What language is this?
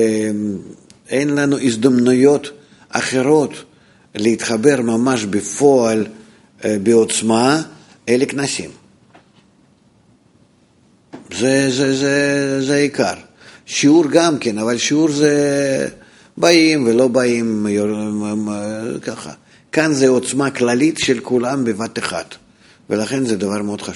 Hebrew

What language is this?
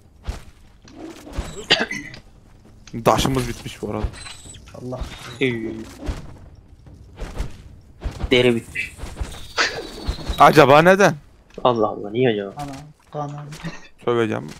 Turkish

